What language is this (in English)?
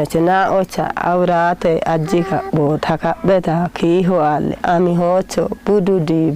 Kafa